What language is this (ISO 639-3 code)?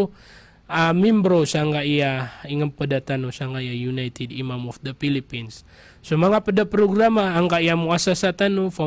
mrw